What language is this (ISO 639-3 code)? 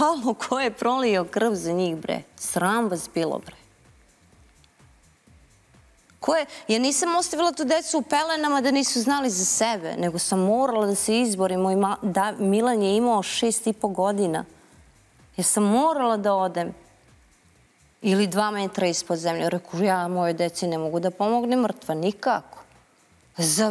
srp